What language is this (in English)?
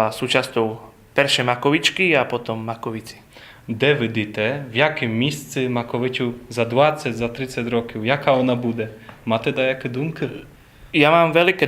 Rusyn